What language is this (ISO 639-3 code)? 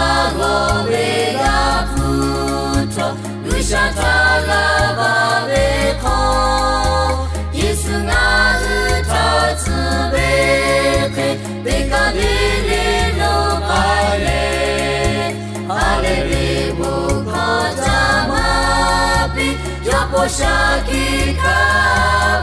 lhu